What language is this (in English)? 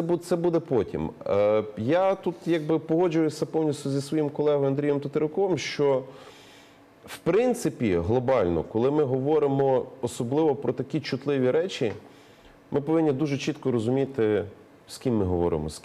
Ukrainian